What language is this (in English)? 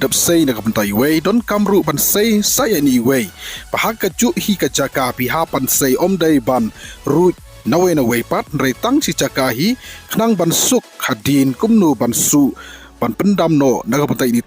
Khasi